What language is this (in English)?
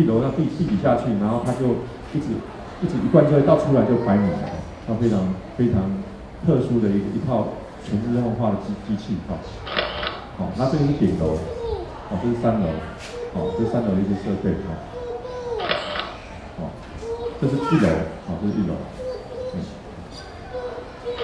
Chinese